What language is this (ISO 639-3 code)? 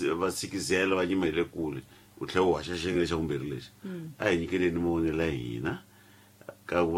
tso